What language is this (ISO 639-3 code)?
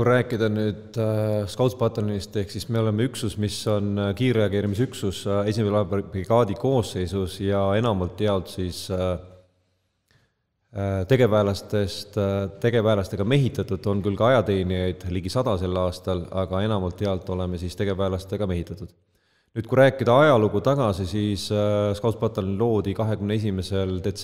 est